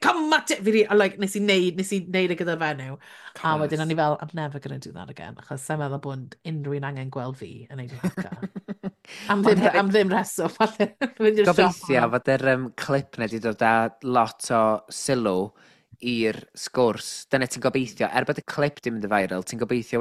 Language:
Welsh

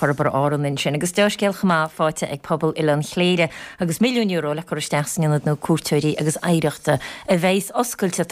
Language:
Irish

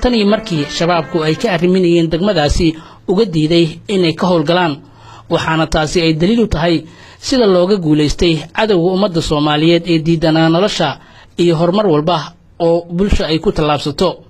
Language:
Somali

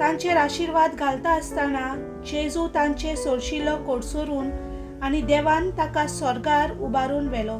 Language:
Konkani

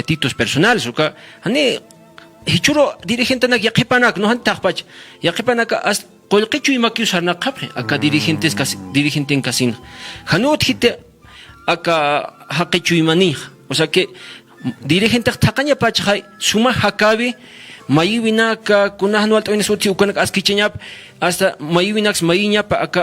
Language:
Aymara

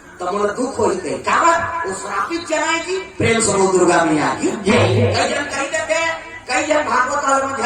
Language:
Chhattisgarhi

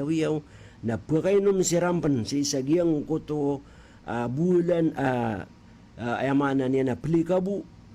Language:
Maranao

